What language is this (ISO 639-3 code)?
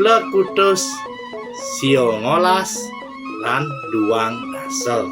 ban